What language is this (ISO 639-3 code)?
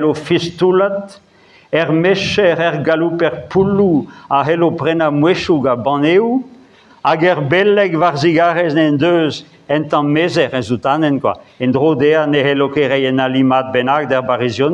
bre